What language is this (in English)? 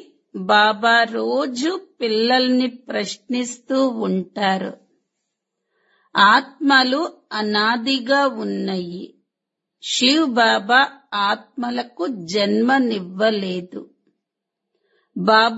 Telugu